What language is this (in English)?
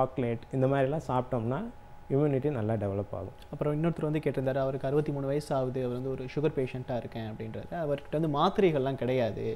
Tamil